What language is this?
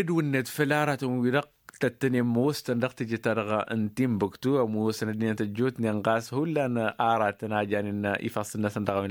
Tamasheq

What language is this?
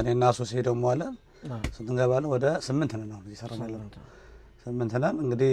Amharic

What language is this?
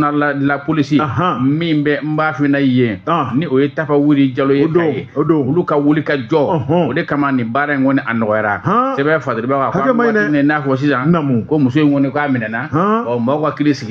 Bambara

